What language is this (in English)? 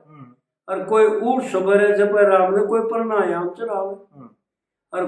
Haryanvi